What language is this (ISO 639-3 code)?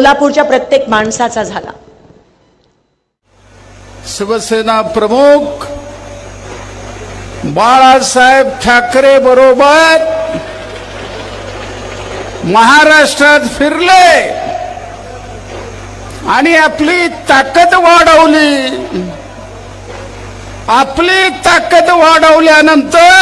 mar